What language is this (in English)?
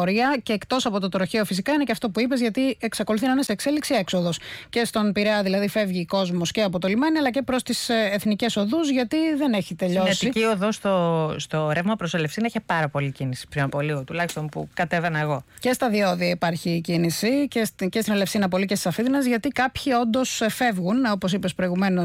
Greek